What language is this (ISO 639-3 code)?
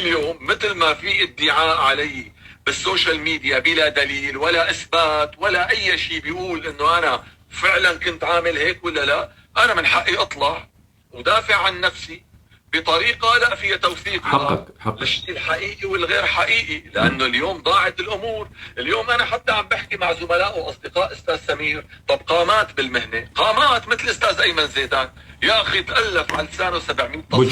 apc